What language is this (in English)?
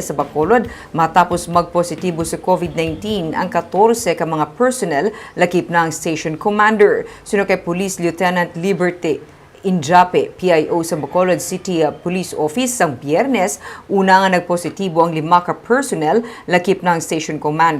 Hiligaynon